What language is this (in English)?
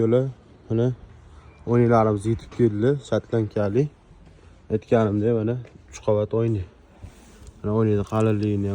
Uzbek